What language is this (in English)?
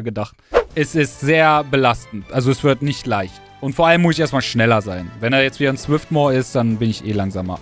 German